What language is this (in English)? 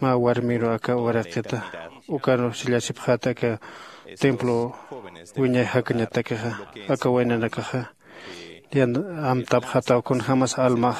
Aymara